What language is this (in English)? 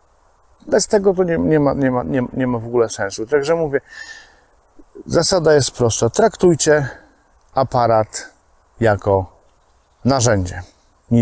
Polish